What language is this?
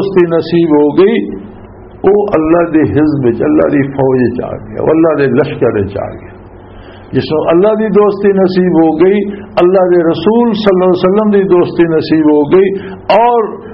Western Panjabi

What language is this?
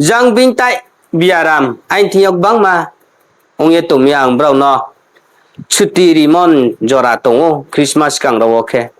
Riang (India)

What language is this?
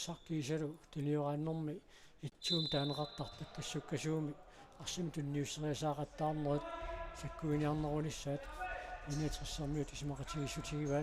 Kalaallisut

